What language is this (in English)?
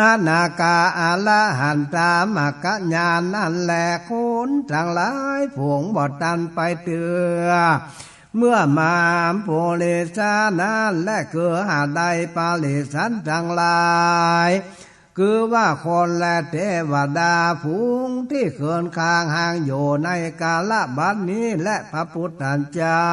Northern Thai